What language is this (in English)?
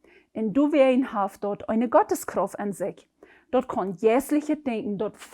Plautdietsch